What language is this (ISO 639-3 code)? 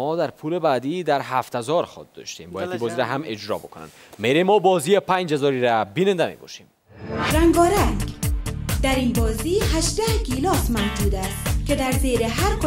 fas